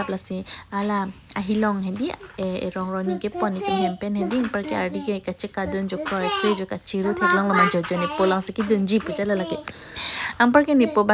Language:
Karbi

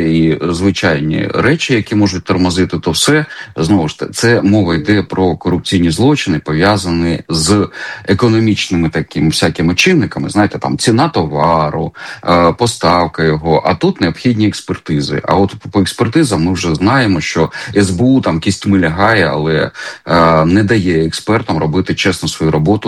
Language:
Ukrainian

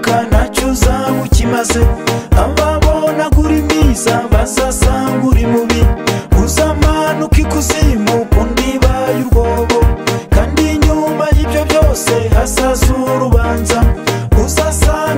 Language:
Kinyarwanda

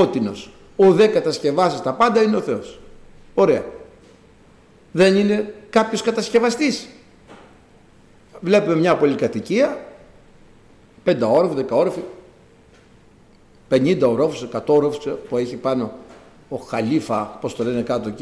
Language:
Greek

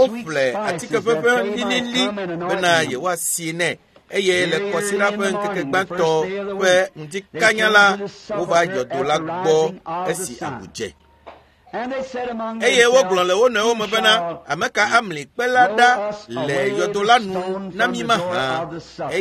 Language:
Ewe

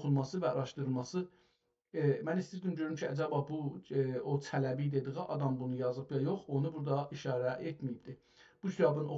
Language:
South Azerbaijani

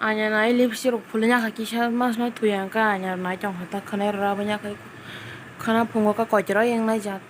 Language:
Kok Borok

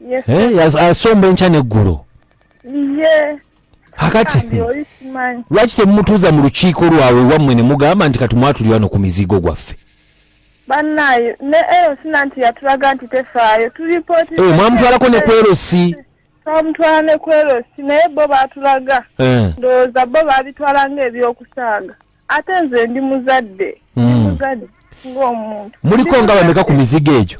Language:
Ganda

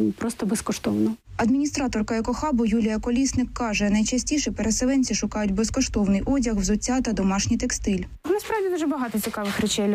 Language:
Ukrainian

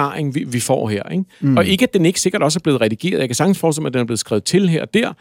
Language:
Danish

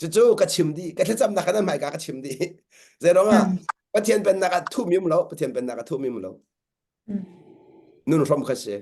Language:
Hakha Chin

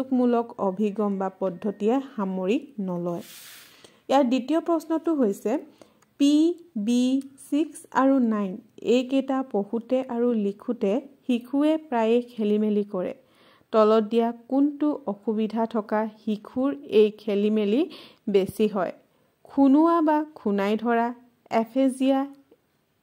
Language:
Assamese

